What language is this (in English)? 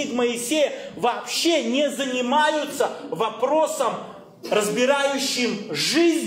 Russian